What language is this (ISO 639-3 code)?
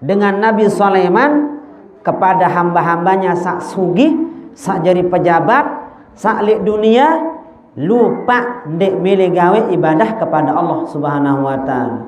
sas